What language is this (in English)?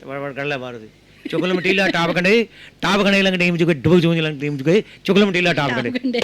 Dogri